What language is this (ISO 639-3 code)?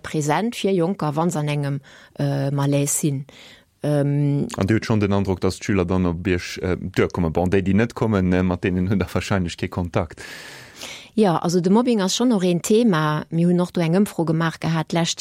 ltz